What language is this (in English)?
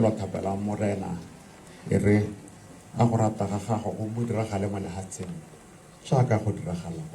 Tswana